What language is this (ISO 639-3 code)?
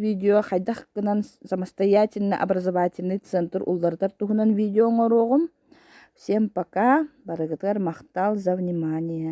sah